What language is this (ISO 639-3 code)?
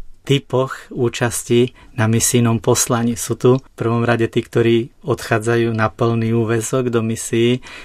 slk